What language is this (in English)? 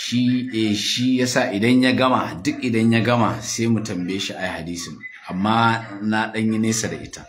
Hausa